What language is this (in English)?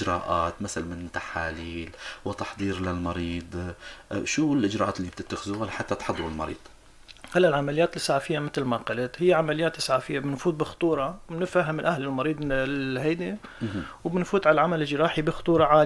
North Levantine Arabic